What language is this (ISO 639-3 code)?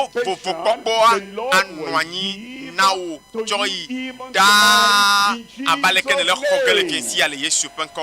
ewe